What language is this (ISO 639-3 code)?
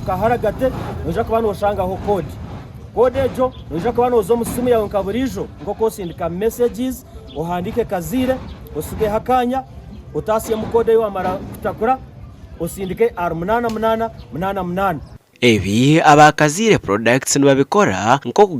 nyn